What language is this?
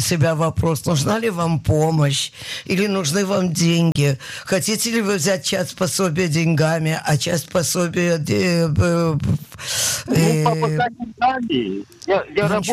Russian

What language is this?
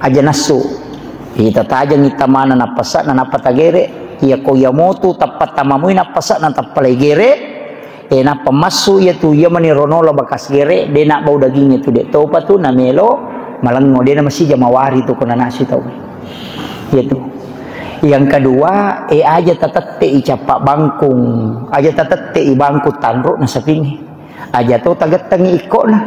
Buginese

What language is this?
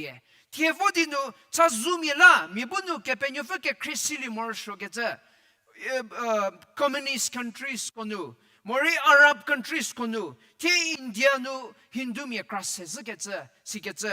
Angami Naga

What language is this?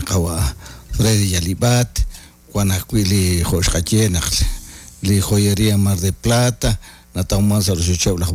Kekchí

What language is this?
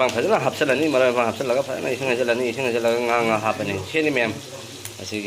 Manipuri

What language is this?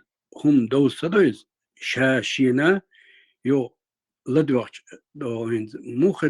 Chechen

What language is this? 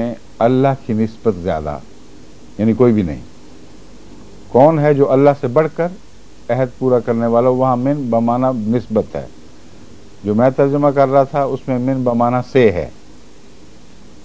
Urdu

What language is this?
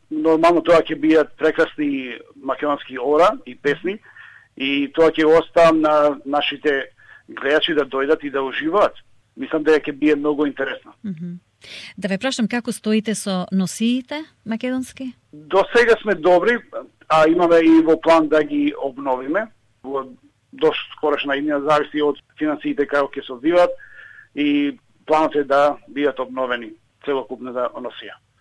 Macedonian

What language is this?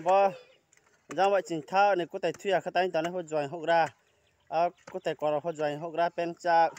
Riang (India)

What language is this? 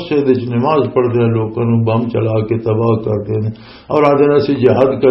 Western Panjabi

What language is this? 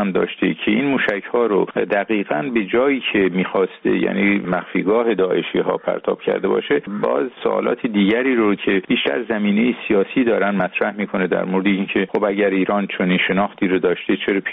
Persian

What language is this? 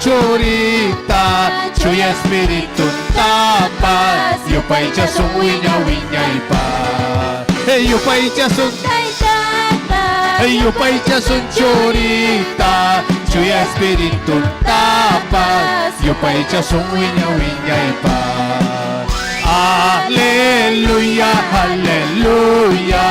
Ayacucho Quechua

